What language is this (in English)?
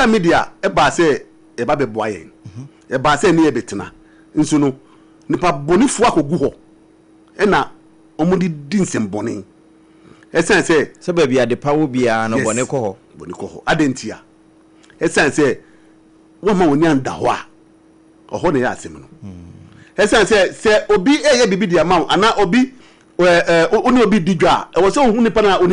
Akan